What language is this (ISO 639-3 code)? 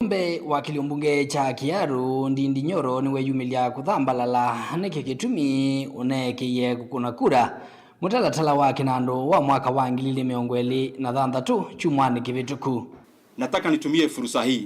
kam